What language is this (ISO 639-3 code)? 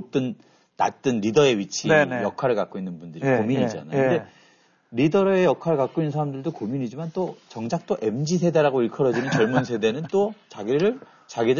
kor